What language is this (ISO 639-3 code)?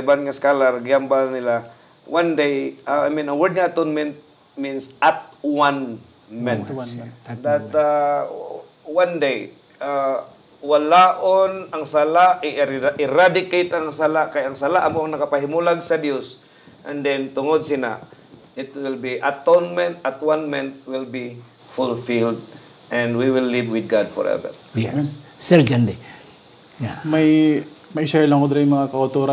hil